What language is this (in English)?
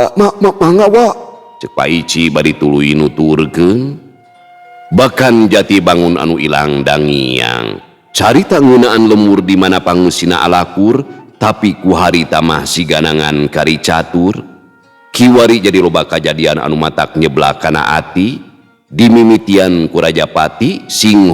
Sundanese